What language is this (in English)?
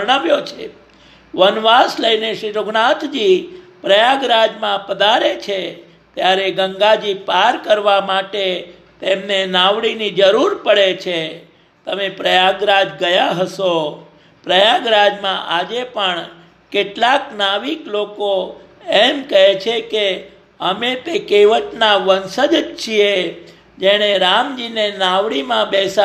Gujarati